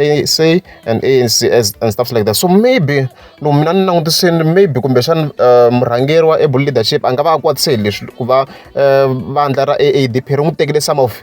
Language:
Tsonga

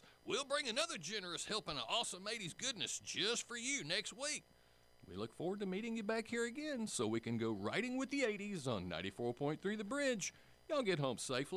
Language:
English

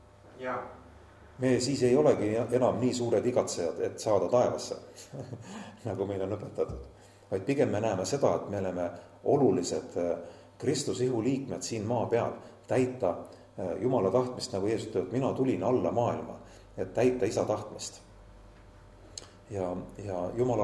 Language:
Estonian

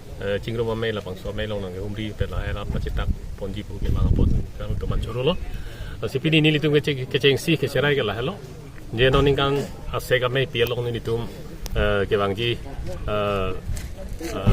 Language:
Karbi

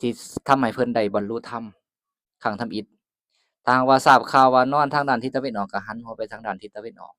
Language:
Lao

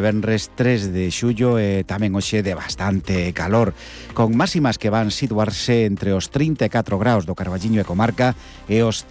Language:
Galician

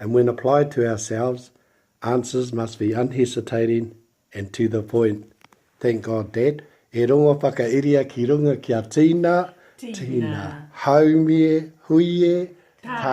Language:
Māori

